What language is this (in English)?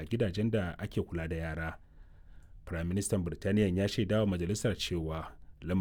Hausa